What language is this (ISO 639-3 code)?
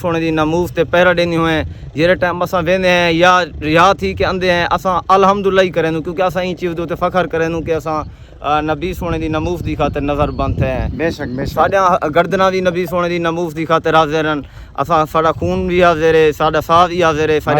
skr